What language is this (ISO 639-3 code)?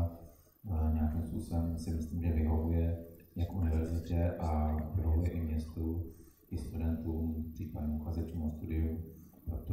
ces